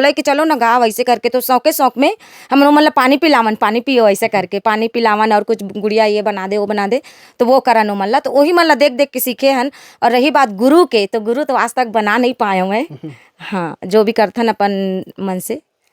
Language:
Chhattisgarhi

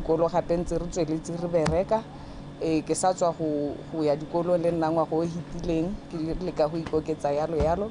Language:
Tswana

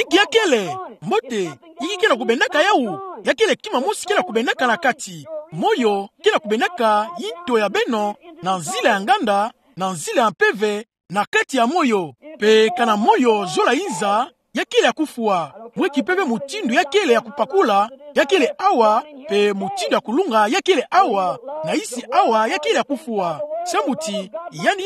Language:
Kituba (Democratic Republic of Congo)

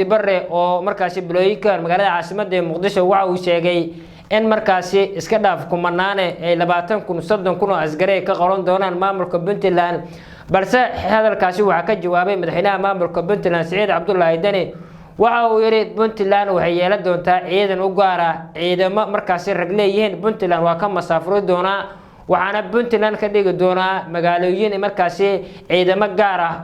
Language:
Somali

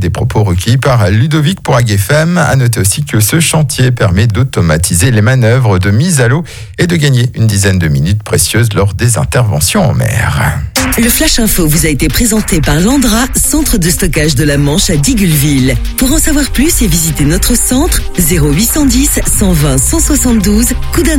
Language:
French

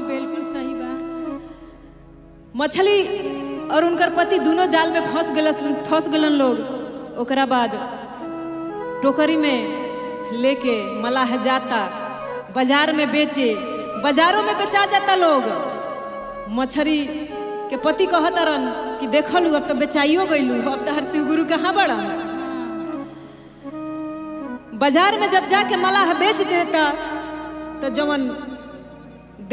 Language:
Bhojpuri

